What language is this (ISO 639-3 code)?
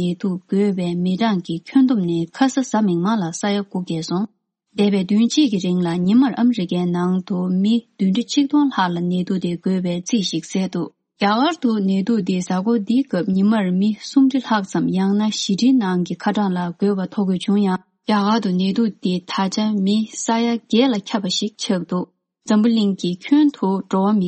bod